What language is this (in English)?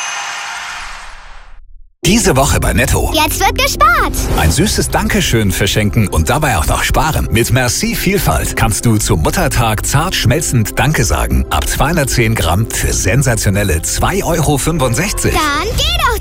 German